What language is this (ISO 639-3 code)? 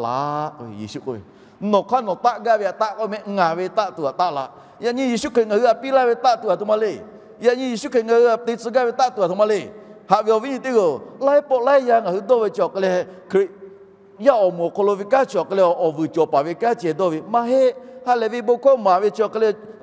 lhu